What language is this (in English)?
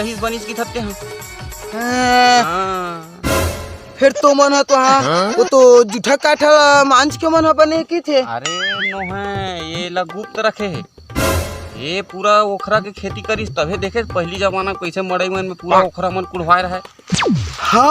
Chhattisgarhi